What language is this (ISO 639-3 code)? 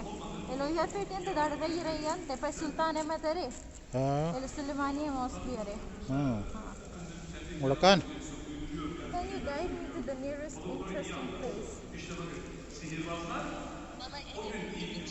brh